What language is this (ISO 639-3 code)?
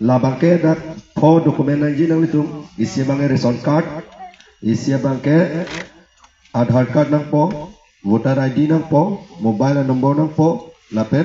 mjw